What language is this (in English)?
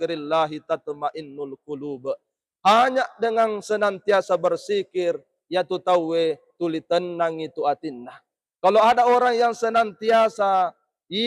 Buginese